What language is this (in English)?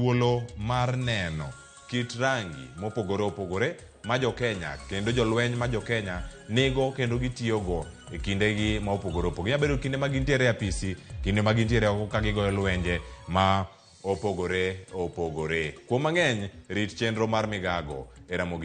Luo (Kenya and Tanzania)